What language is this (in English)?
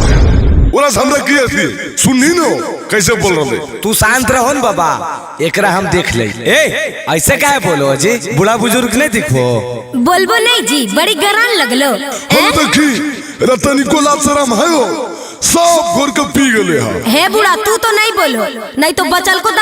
Magahi